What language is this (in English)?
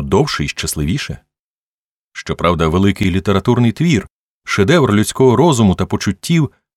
Ukrainian